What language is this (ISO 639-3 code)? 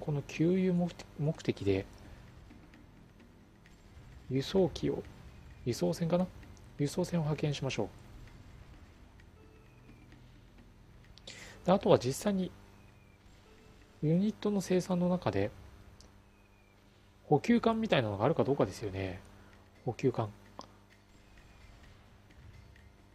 jpn